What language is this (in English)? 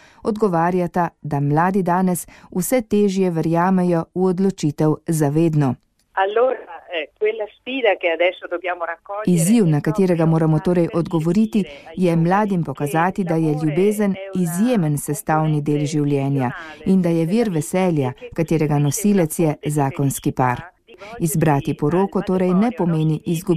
Slovenian